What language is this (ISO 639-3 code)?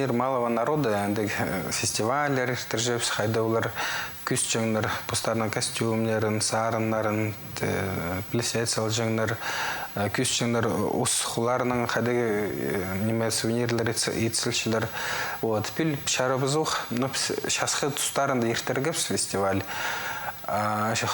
kjh